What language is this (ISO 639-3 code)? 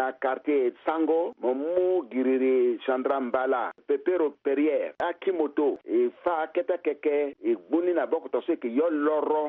sag